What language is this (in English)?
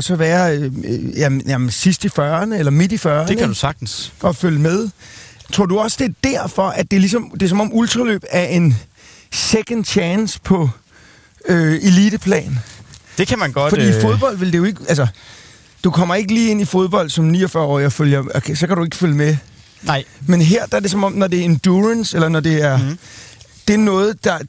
Danish